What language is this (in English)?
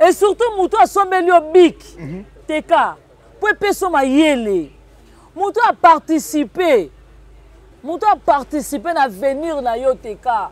Lingala